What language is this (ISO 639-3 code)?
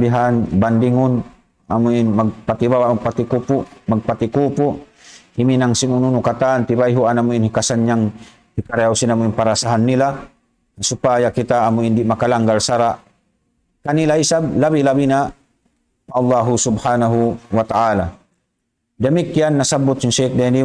tsg